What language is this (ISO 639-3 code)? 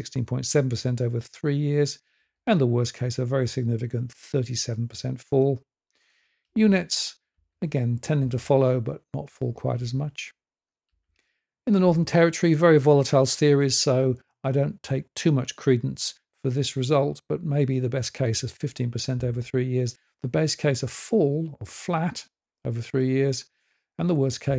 eng